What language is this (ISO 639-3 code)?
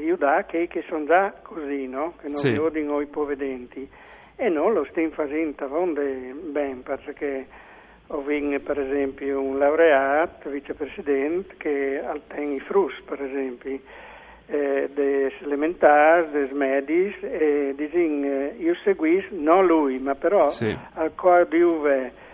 fur